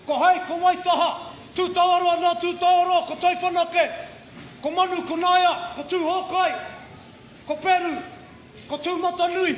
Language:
Māori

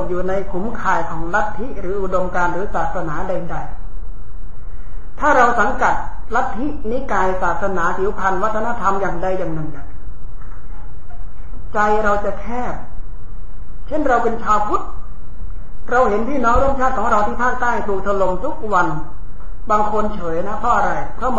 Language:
Thai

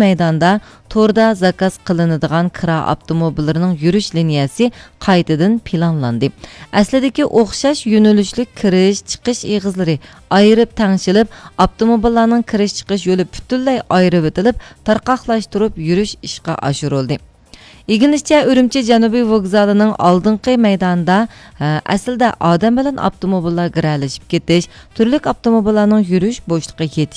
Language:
Uyghur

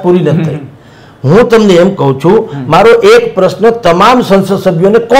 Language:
Gujarati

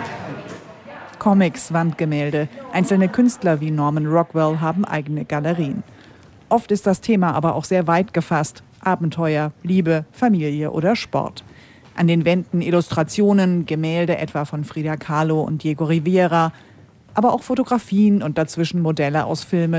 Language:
German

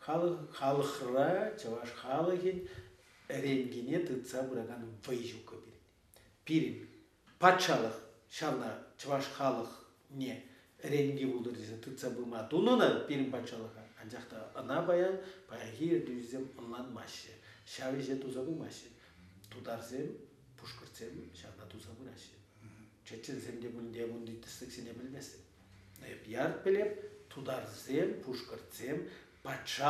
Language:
Chuvash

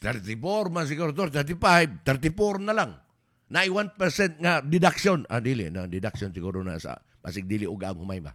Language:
Cebuano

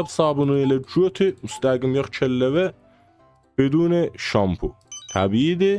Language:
South Azerbaijani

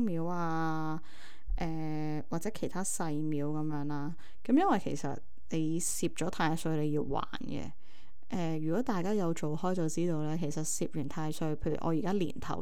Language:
Cantonese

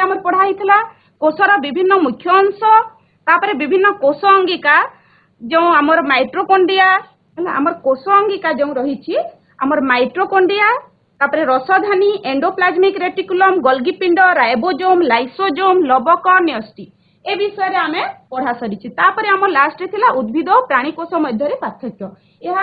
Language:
Odia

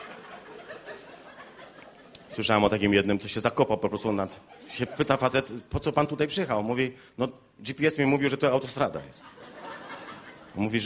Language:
Polish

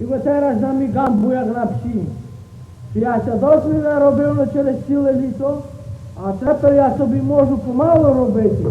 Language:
Rusyn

